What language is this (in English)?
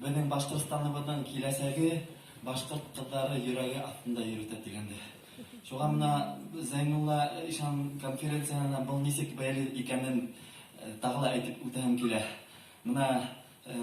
Bashkir